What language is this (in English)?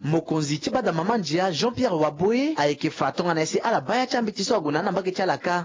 Sango